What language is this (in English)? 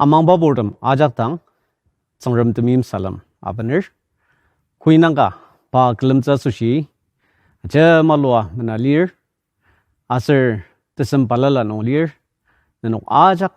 Ao Naga